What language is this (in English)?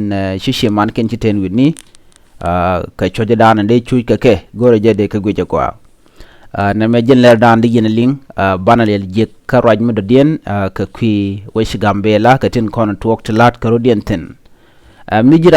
Nuer